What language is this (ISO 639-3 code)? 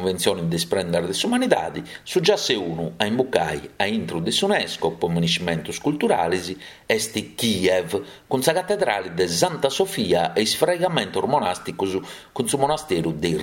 srd